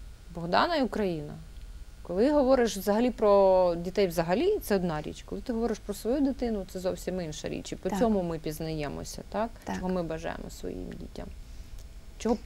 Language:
Ukrainian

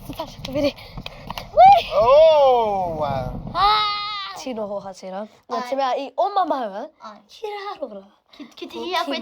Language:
Māori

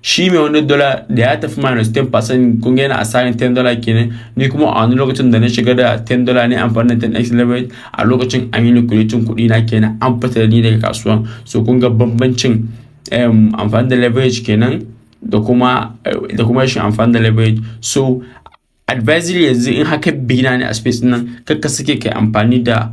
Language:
Hausa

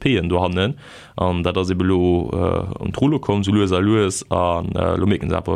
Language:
Luxembourgish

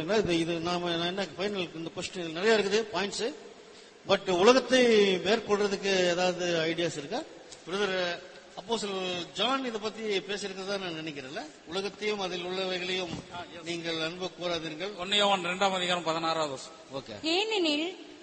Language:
Tamil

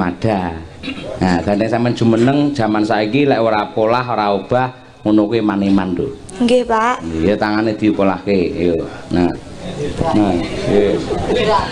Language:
Javanese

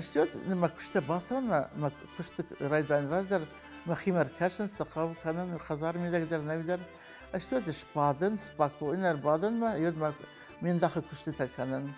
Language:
Ossetic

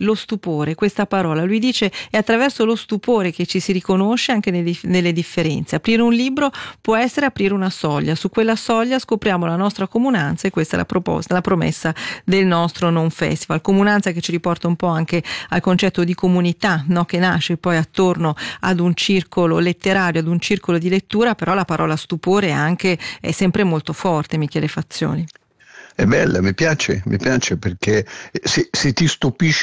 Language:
Italian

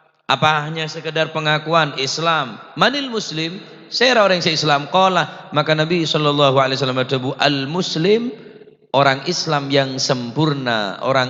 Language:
Madurese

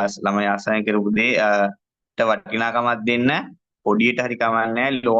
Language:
Sinhala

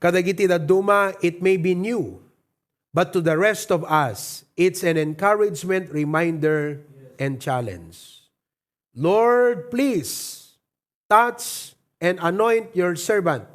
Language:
Iloko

